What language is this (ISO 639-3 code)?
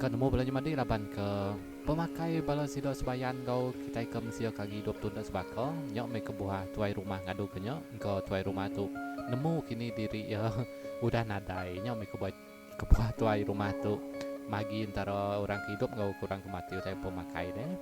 iba